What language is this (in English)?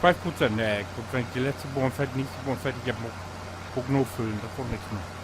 Low German